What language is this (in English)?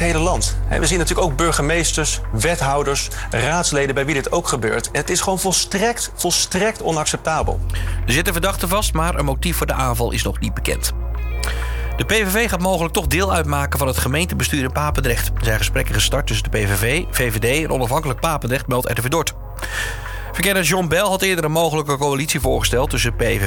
Dutch